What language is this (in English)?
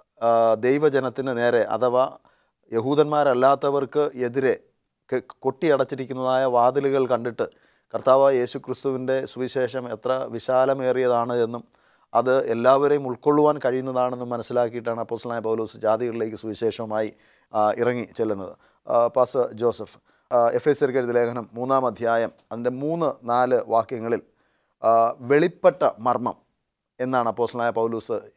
Malayalam